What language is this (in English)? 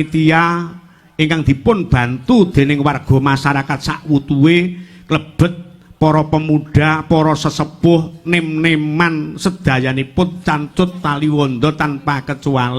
Javanese